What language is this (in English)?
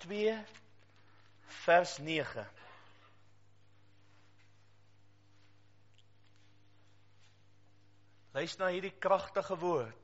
Afrikaans